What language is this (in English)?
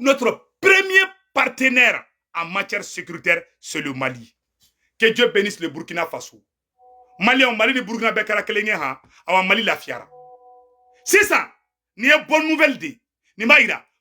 Bambara